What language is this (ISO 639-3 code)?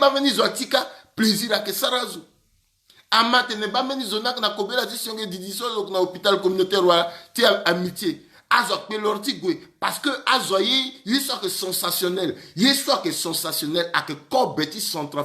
sag